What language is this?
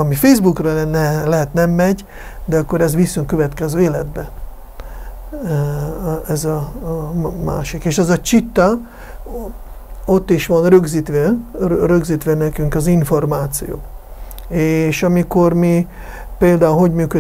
Hungarian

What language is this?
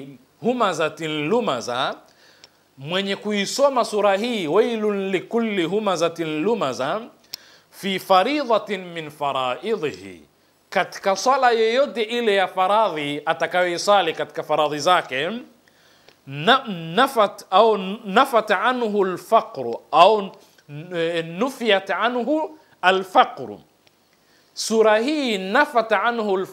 Swahili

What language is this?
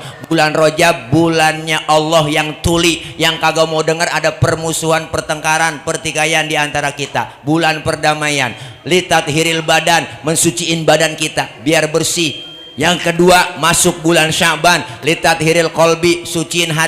Betawi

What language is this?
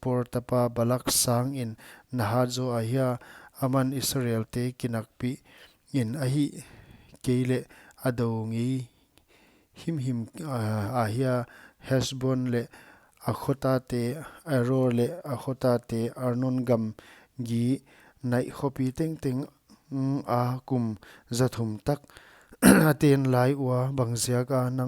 Paite Chin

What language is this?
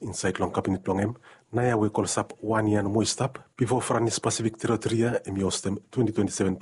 Bislama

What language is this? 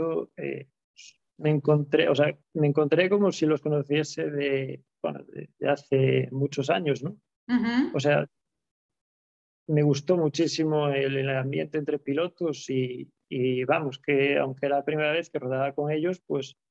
Spanish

